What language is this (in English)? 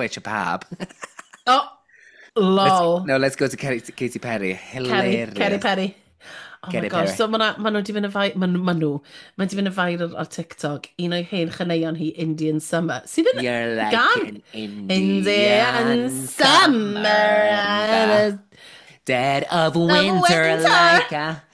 Welsh